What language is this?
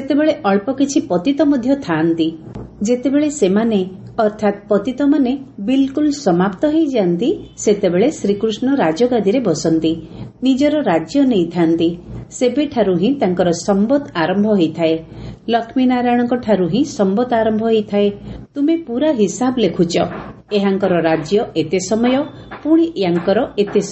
Odia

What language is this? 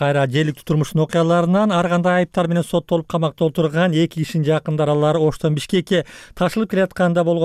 Kyrgyz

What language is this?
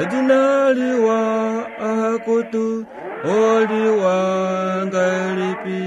Kuanyama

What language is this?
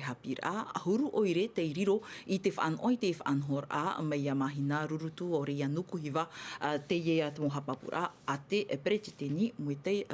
Tahitian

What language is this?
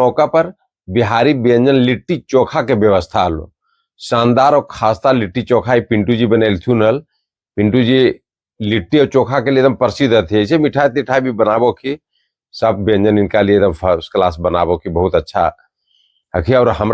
Magahi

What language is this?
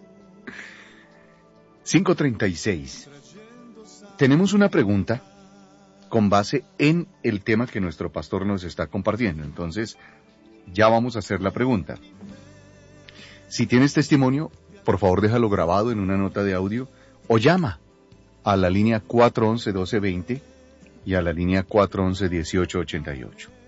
Spanish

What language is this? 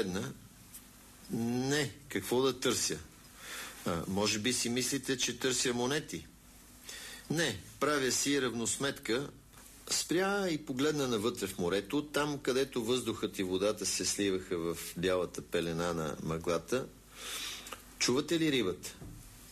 Bulgarian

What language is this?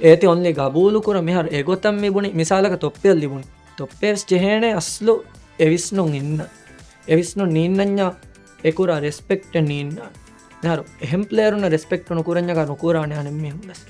Divehi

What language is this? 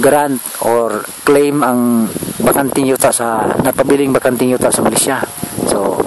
Cebuano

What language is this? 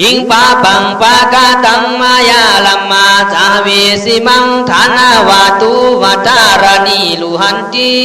Khün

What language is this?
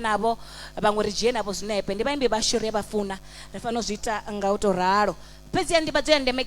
Venda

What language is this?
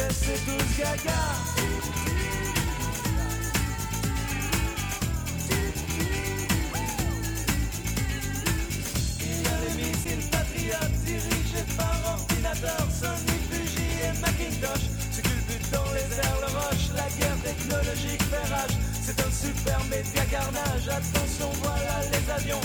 French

